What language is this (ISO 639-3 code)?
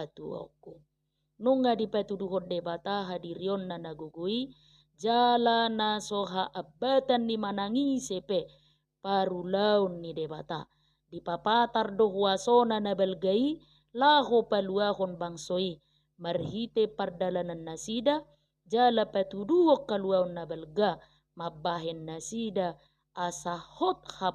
bbc